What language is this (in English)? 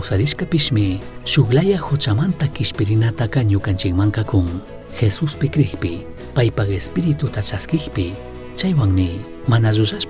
Chimborazo Highland Quichua